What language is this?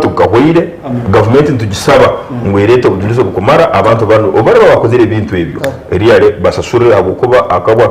Nyankole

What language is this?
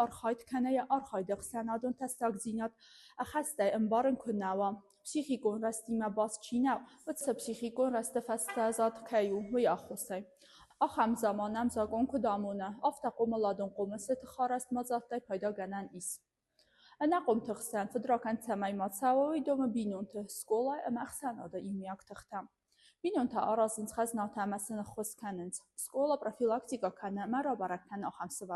Ossetic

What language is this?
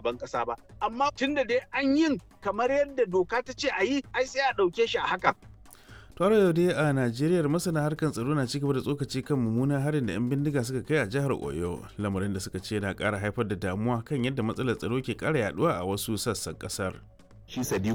Hausa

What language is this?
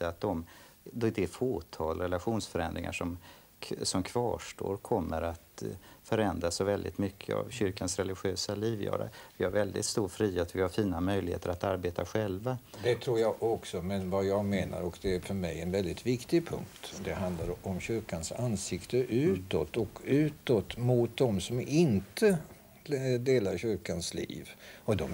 Swedish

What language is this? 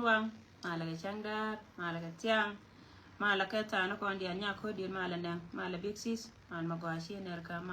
Nuer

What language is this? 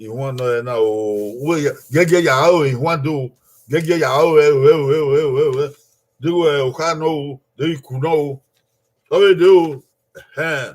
Bini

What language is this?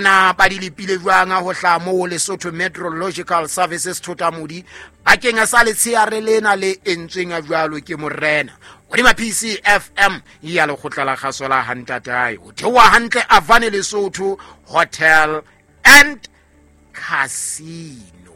Southern Sotho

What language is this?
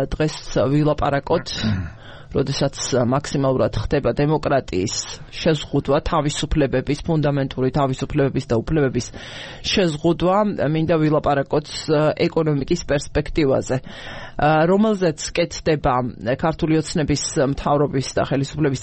Georgian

